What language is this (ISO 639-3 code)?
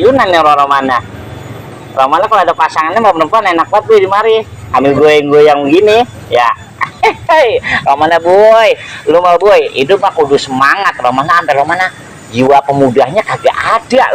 bew